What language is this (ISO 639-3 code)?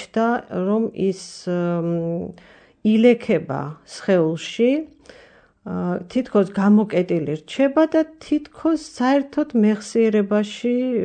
kat